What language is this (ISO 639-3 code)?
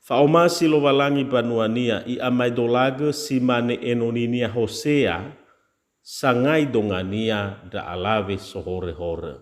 nia